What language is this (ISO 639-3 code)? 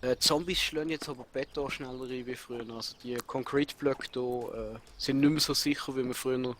gsw